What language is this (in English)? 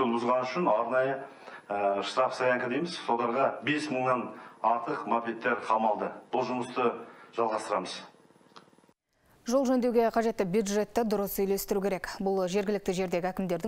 Kazakh